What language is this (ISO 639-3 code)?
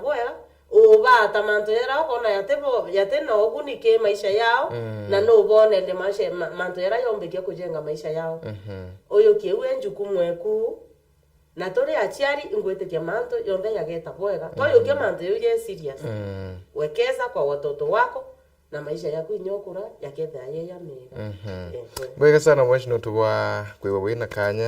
mer